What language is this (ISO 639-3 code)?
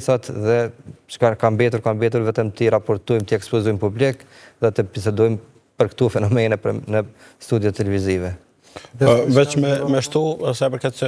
sqi